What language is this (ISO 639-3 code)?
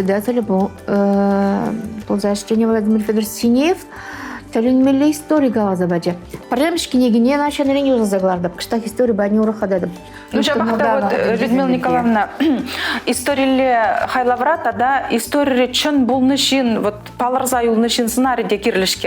chv